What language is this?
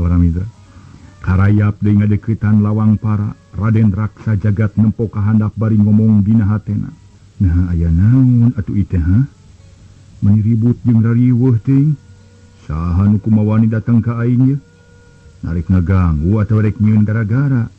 Sundanese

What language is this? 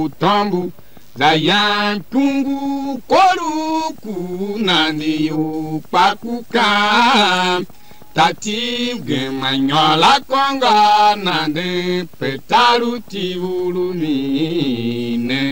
Tiv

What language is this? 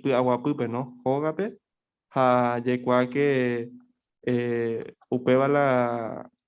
Guarani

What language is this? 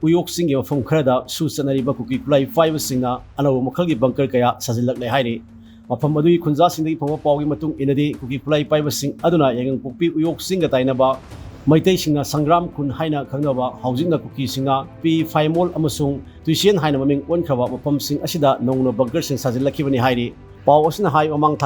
Manipuri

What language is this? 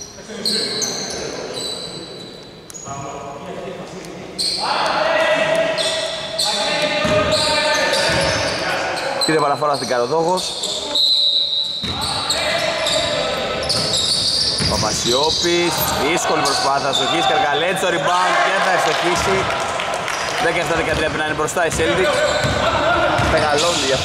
Greek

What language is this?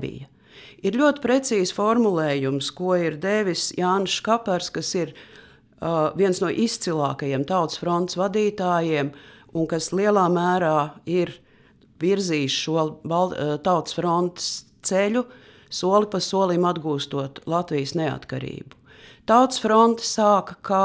Latvian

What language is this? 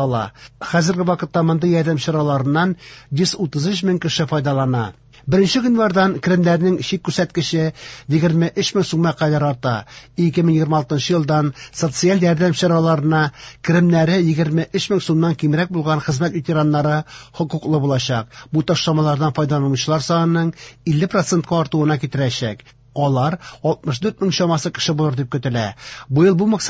Tatar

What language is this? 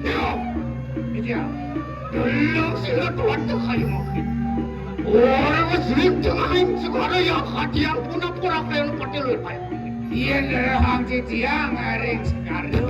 Balinese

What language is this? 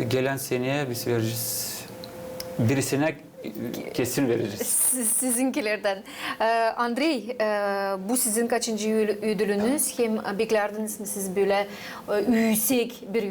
Gagauz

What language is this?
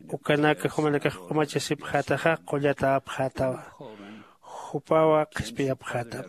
Aymara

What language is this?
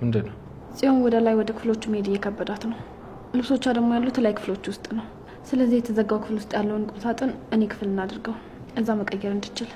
Amharic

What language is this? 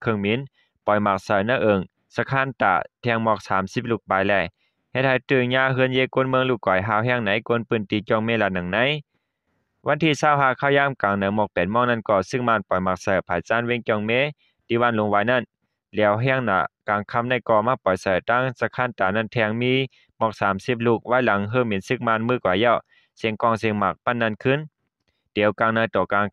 Shan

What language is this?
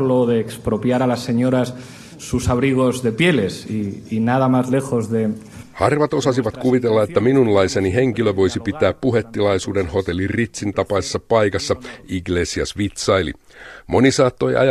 Finnish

